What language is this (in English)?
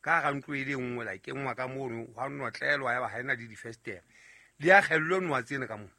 Southern Sotho